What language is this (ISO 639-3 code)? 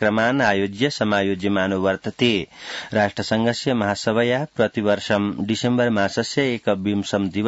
san